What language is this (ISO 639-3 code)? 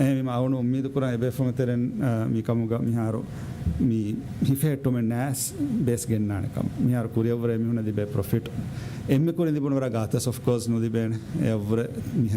div